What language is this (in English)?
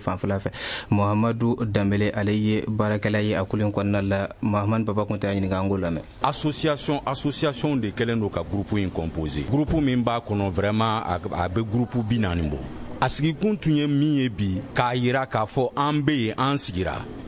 Bambara